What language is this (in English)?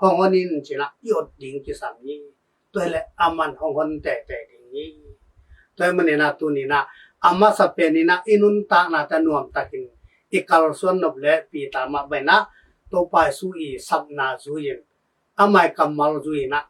Tedim Chin